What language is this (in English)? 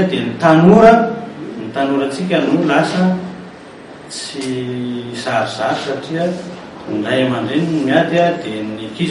Malagasy